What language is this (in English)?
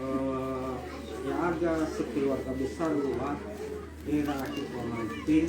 Nias